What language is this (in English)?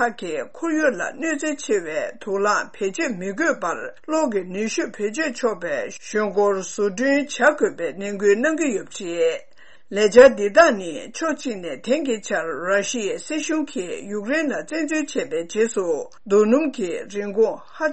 Tibetan